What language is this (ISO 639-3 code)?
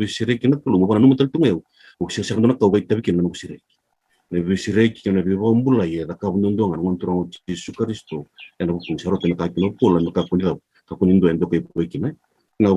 fij